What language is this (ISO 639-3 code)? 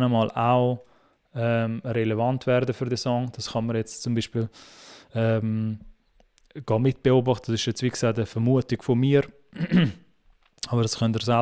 gsw